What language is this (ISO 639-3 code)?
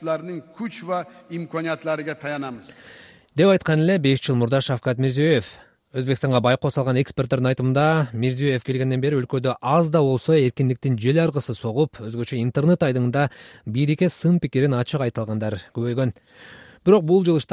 kir